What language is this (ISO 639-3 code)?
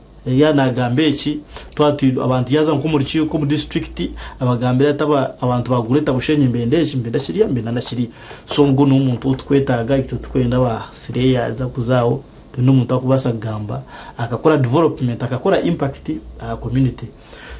nyn